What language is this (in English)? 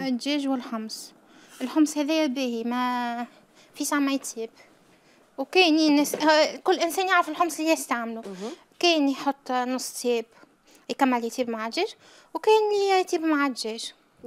Algerian Arabic